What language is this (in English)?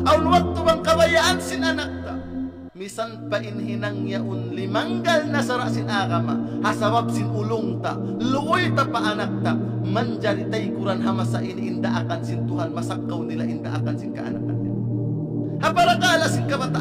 Tausug